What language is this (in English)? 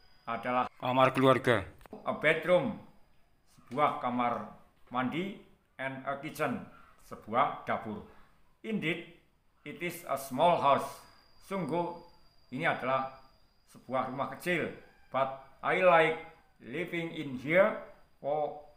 Indonesian